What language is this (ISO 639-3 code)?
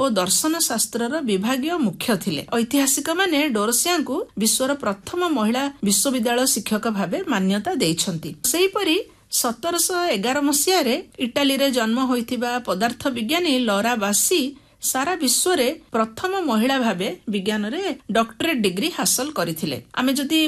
ori